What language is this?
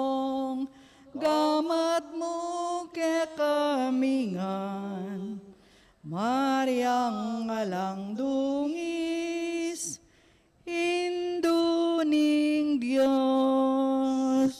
Pampanga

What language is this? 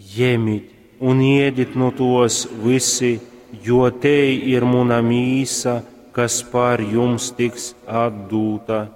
Latgalian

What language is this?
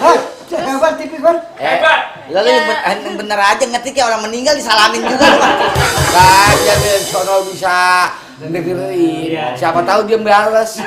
Betawi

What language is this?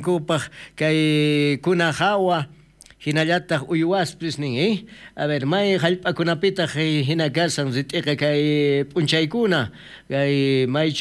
South Bolivian Quechua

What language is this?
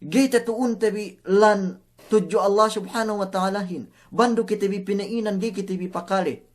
Yakan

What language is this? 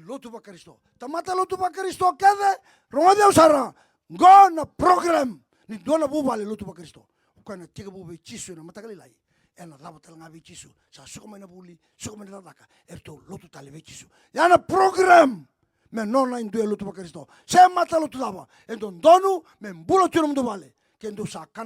Fijian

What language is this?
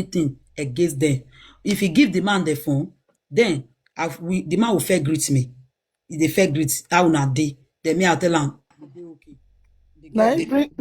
Nigerian Pidgin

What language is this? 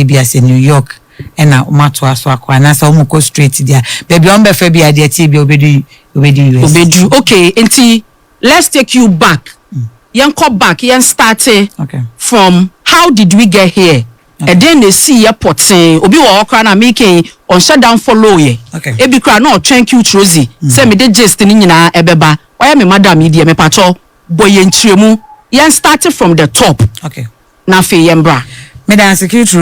Akan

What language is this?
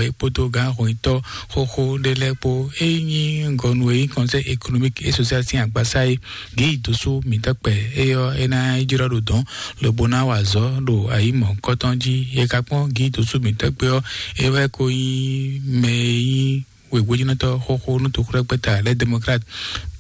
Fon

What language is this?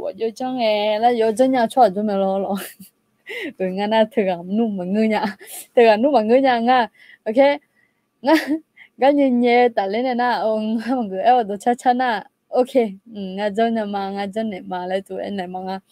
Akha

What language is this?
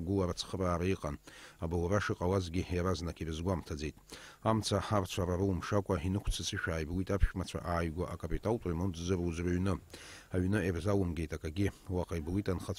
Abkhazian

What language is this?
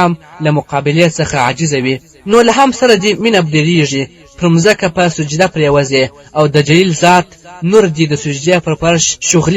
Pashto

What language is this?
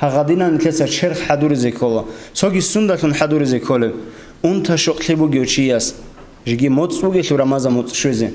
Avaric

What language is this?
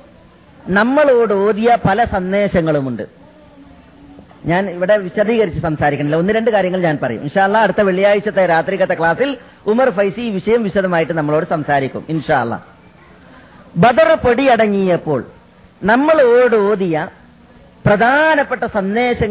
Malayalam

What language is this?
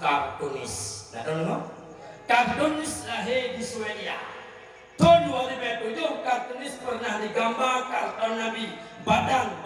Achinese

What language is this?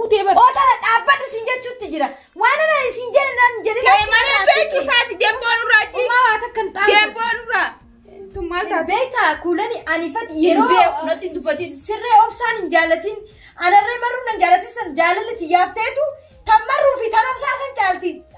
Oromo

